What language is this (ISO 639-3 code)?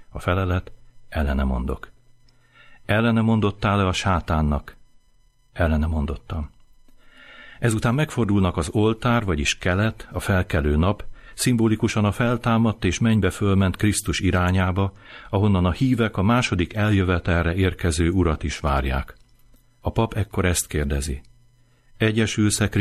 hun